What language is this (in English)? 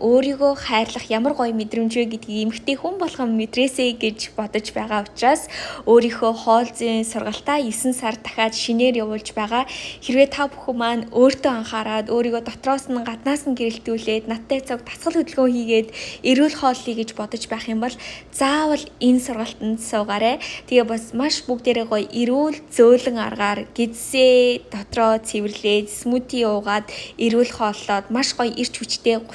Mongolian